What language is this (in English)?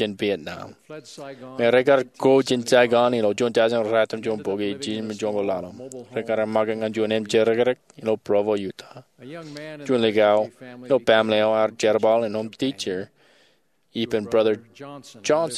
Marshallese